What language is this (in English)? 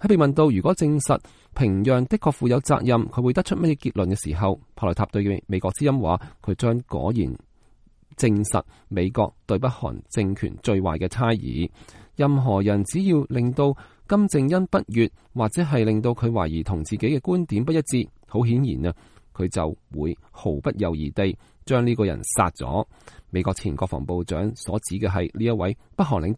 Cantonese